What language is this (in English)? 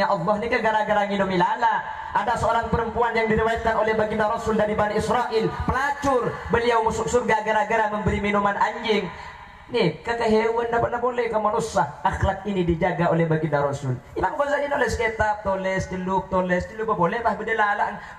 Madurese